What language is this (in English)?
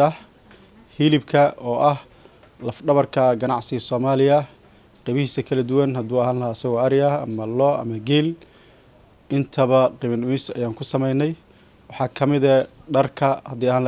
Somali